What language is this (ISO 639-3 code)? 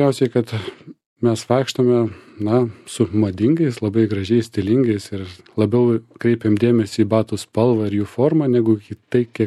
lit